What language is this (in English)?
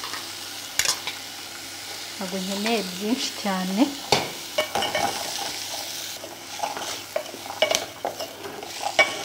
Kinyarwanda